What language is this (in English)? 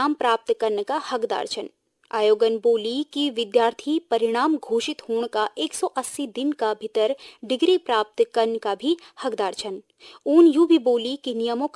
Garhwali